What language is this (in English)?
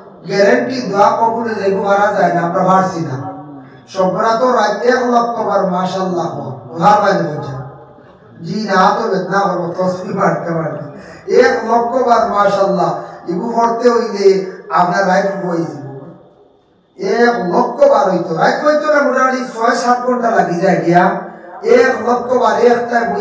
Sylheti